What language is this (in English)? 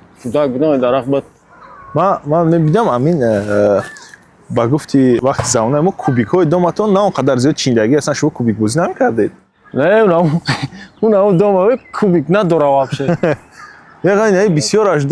Tajik